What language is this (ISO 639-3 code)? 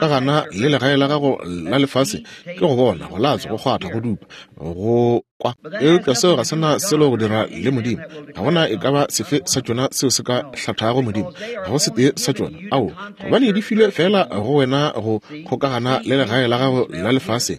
nso